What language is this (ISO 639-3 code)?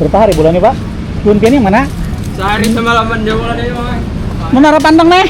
bjn